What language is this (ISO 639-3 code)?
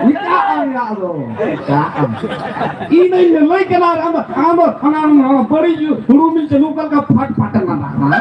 sat